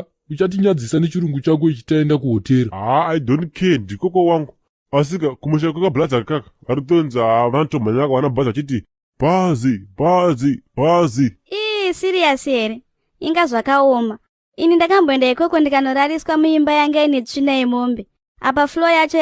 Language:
Shona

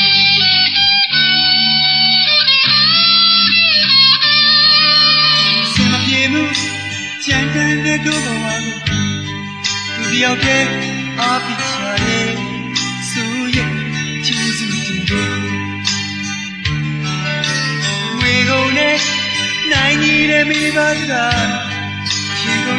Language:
Burmese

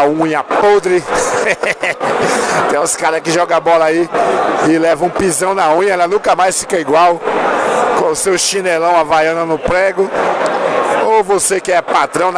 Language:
Portuguese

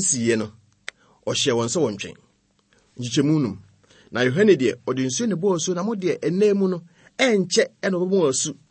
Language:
Akan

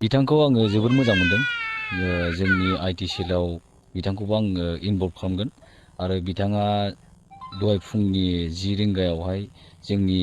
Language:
Bodo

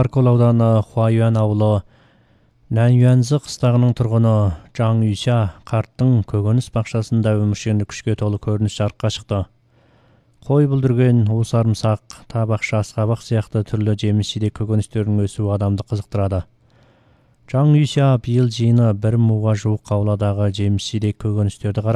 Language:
Kazakh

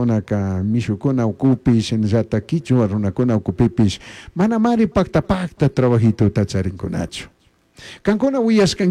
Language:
Chimborazo Highland Quichua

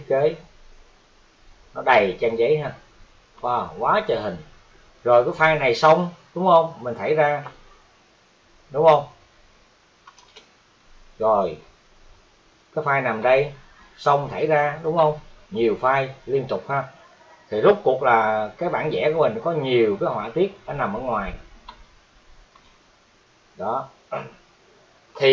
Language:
Vietnamese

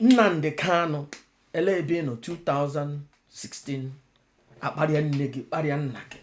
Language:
Igbo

